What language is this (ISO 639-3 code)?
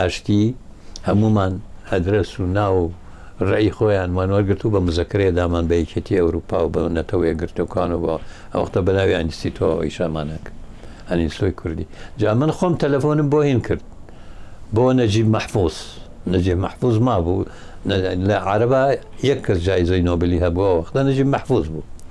ckb